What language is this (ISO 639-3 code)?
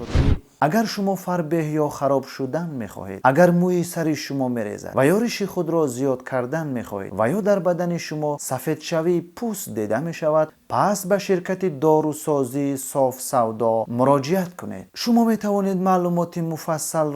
tgk